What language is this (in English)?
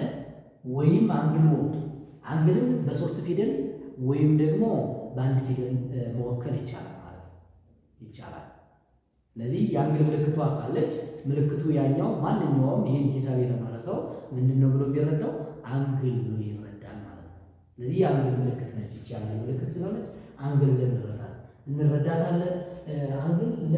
Amharic